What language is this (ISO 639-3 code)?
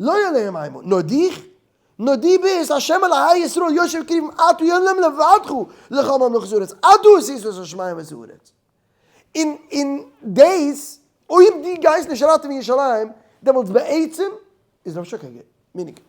yid